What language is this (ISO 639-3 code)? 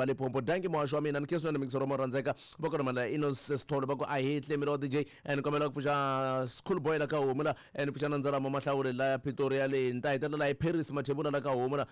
tso